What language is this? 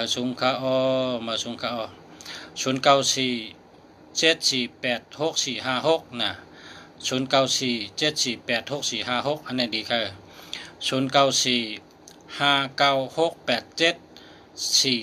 Shan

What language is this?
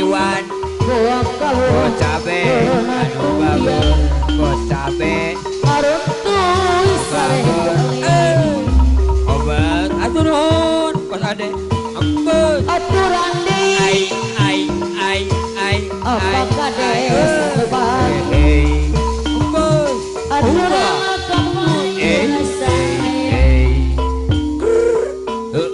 Sundanese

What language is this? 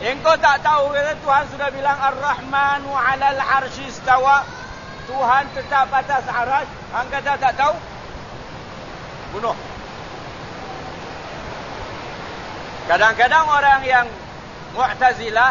Malay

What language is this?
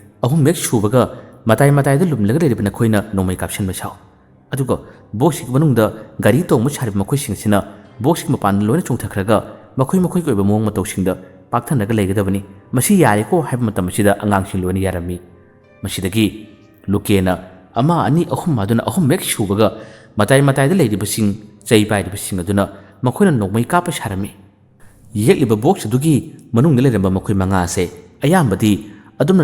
Manipuri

